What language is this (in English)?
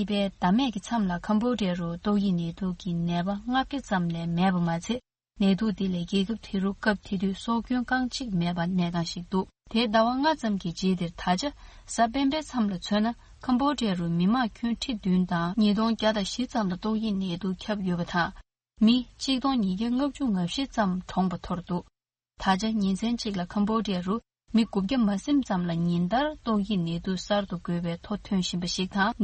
Tibetan